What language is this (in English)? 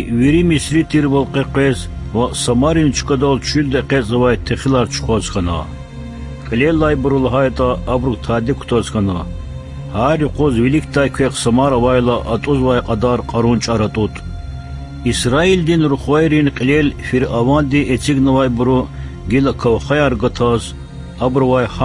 Lezghian